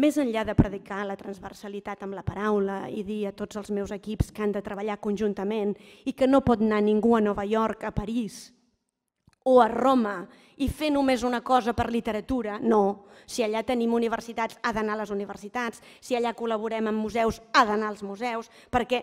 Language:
Catalan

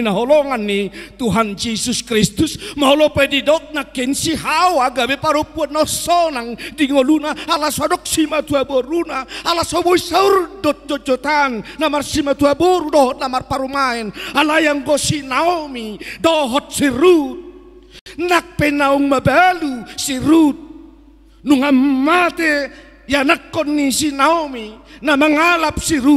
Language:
Batak Toba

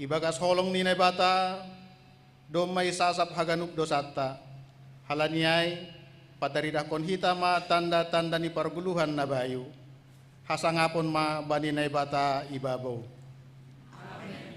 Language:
Batak Simalungun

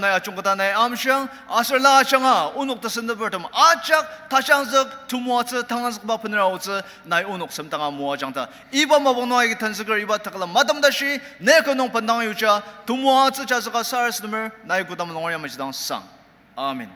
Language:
Ao Naga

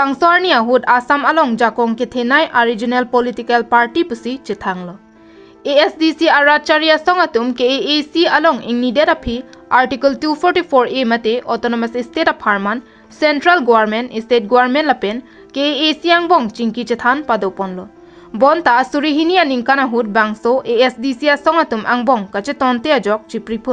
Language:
Karbi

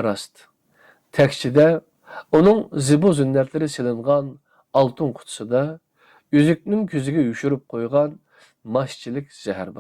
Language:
Uyghur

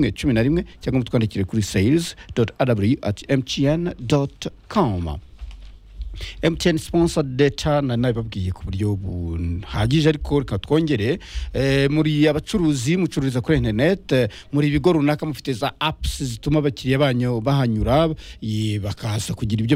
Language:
Kinyarwanda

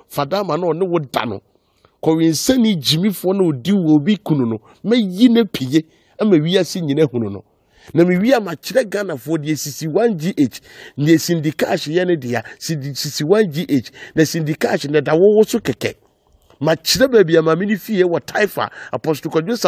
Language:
Akan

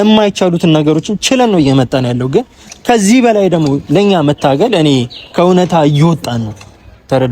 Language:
Amharic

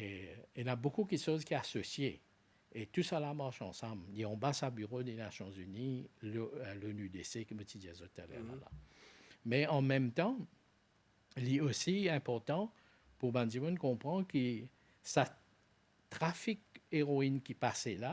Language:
Morisyen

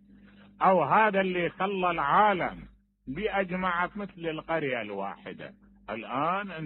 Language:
Mesopotamian Arabic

